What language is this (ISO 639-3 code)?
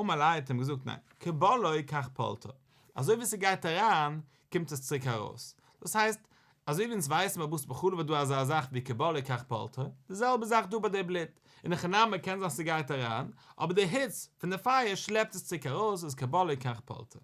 yid